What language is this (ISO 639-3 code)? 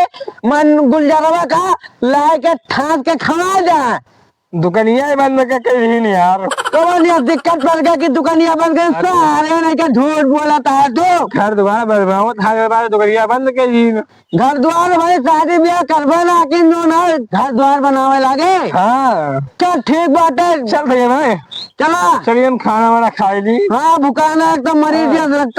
awa